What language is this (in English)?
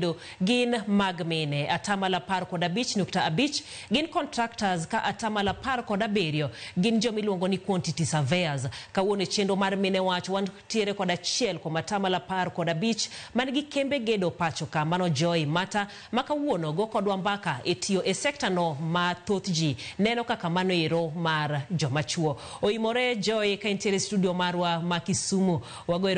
Luo (Kenya and Tanzania)